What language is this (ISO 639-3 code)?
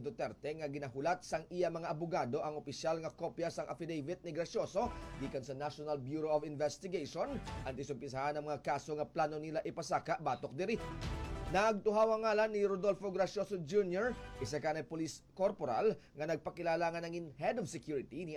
hil